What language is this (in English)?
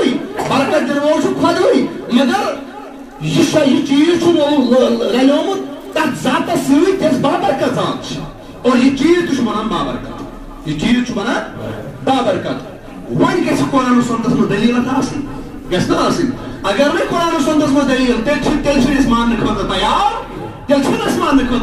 Kashmiri